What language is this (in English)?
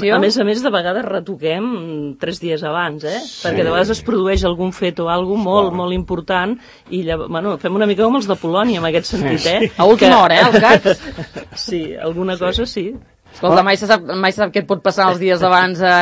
Catalan